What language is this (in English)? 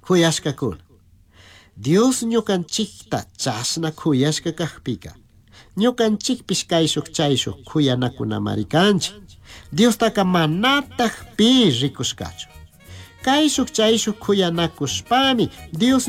Chimborazo Highland Quichua